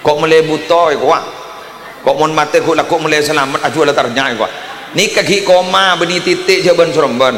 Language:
Madurese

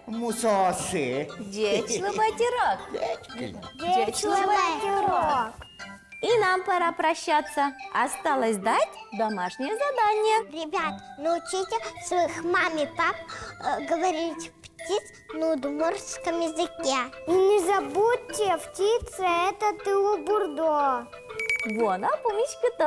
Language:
Udmurt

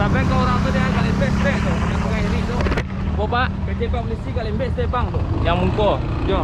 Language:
Minangkabau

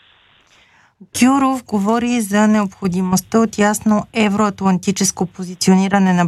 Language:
Bulgarian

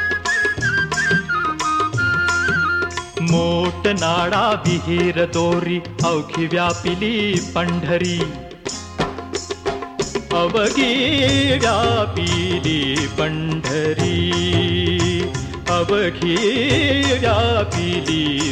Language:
Marathi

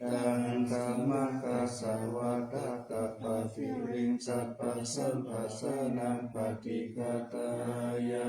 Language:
Pali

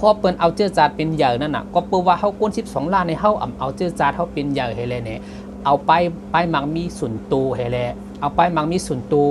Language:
Shan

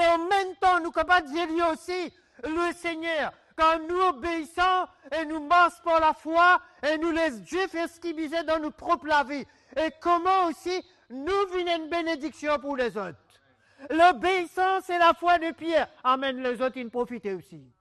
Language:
Morisyen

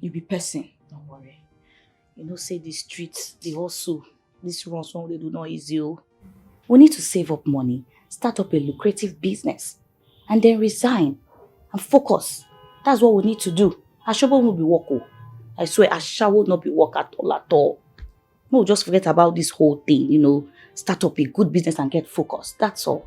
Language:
Nigerian Pidgin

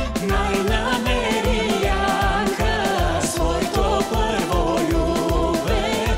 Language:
Bulgarian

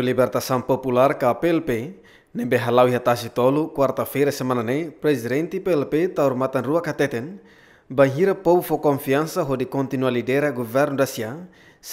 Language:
Tetum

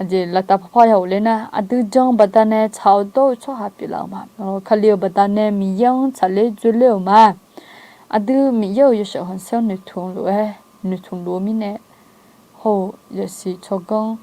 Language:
Akha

